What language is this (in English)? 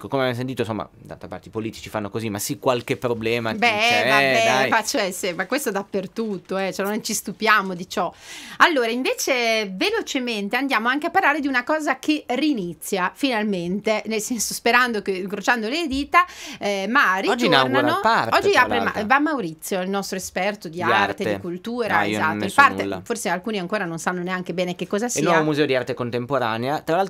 Italian